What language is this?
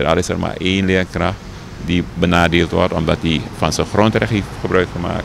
Dutch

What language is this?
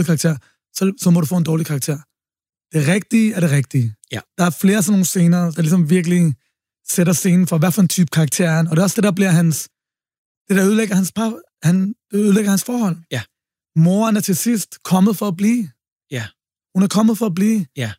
Danish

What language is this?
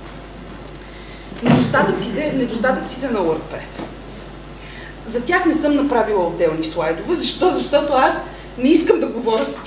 Bulgarian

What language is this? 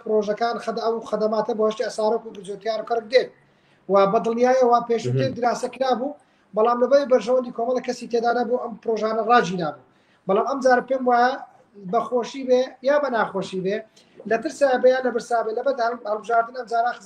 Central Kurdish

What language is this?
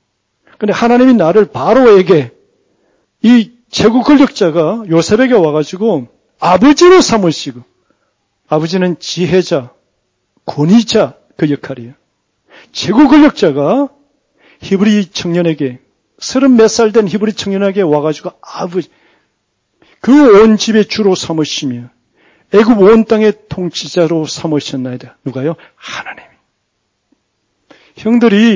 Korean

